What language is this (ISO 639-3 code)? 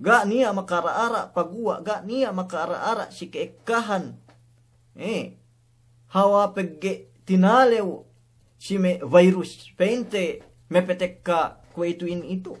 yka